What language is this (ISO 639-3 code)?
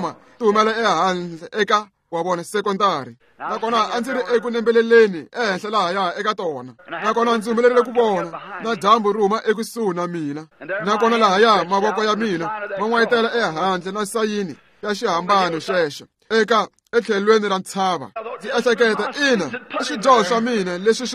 tso